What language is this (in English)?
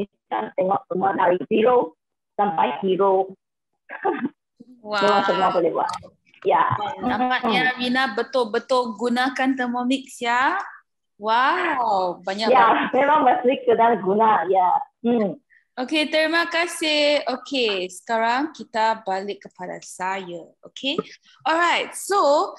Malay